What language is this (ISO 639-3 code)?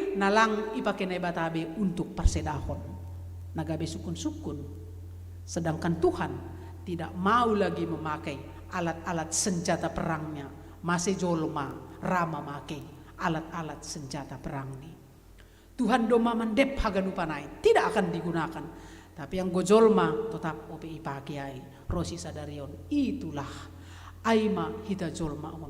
bts